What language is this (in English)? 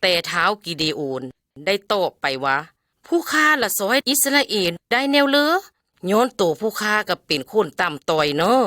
Lao